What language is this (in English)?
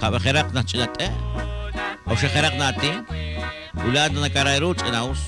Kekchí